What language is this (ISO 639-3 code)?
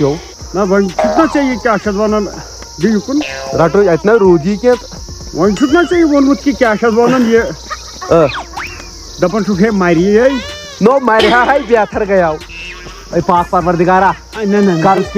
kas